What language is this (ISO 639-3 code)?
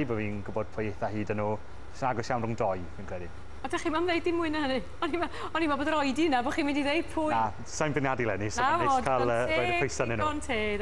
cym